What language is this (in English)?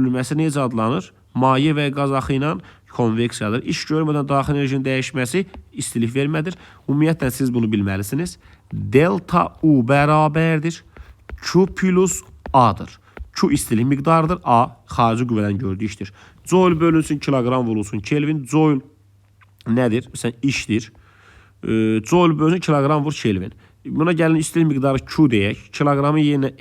Azerbaijani